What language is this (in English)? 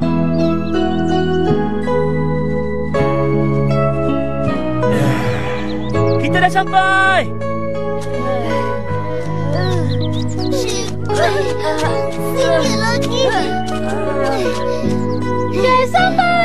Malay